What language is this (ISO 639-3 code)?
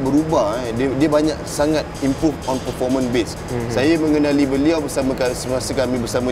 msa